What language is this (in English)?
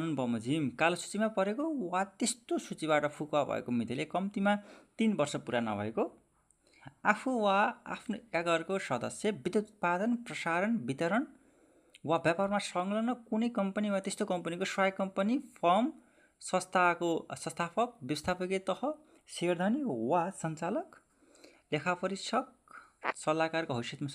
Nepali